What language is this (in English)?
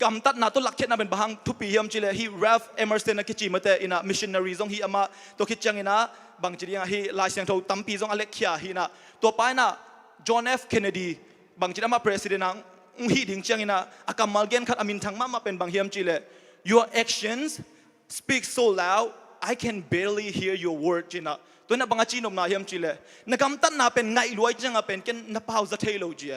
Tedim Chin